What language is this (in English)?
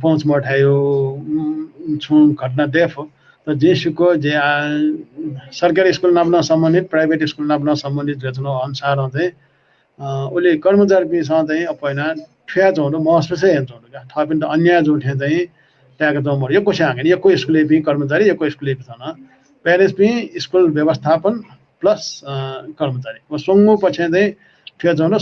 Newari